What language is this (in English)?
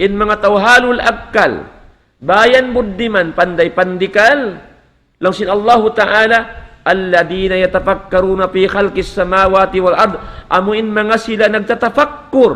Tausug